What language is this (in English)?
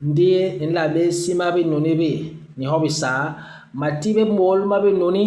Basaa